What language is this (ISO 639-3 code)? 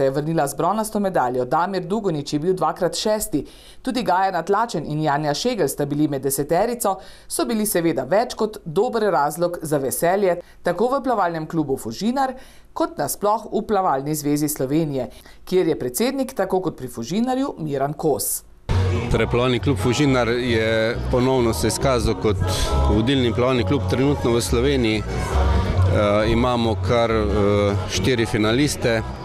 slv